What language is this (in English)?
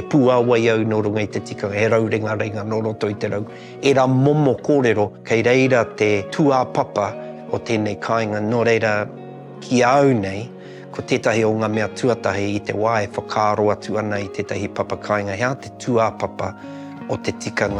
Māori